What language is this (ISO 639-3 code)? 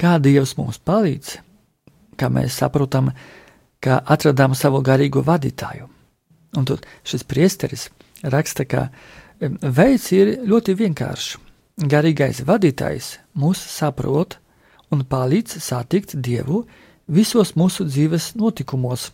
lav